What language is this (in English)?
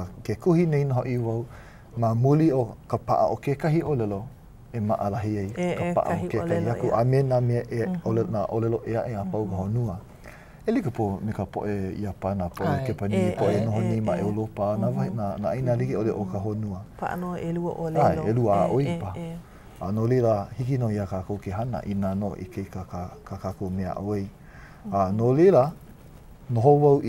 Hawaiian